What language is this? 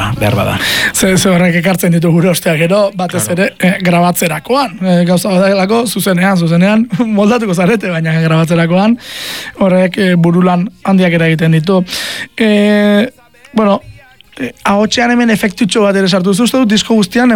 Basque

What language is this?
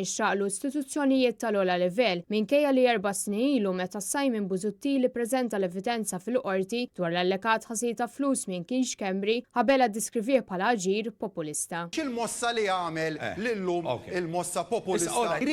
Maltese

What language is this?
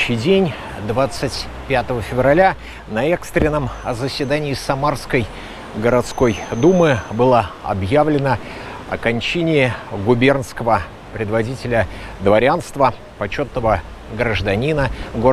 Russian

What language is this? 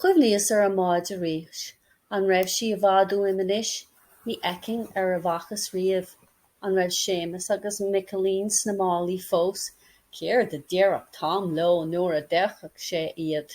Irish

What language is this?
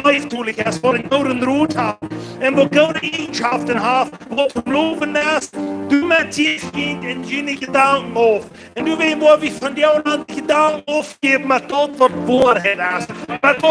Plautdietsch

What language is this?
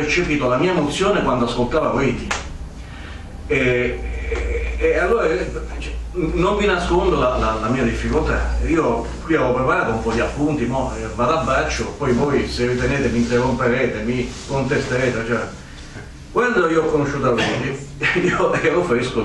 Italian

